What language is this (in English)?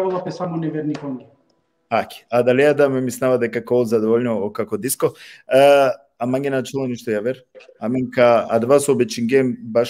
Balkan Romani